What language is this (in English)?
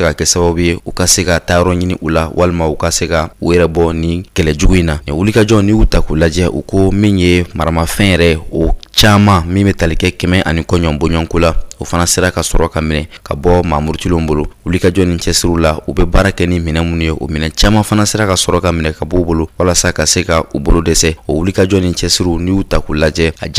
Bambara